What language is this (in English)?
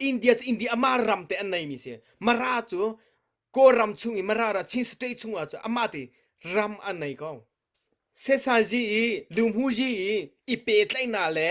Hakha Chin